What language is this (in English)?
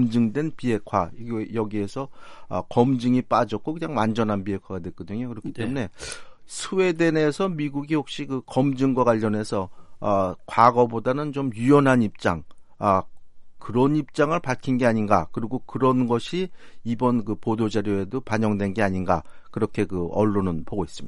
Korean